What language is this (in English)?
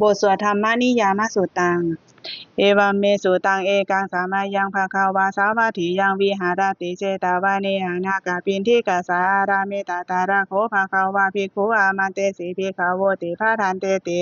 Pali